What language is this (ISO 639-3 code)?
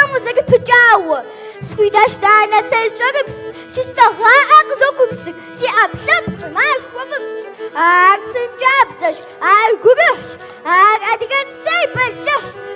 kbd